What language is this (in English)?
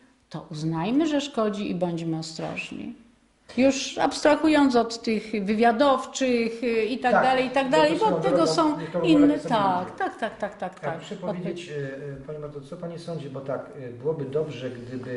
Polish